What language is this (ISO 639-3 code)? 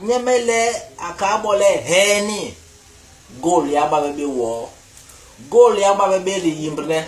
bas